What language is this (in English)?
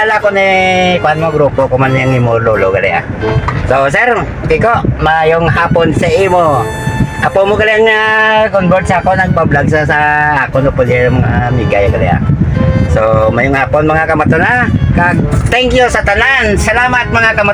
Hiligaynon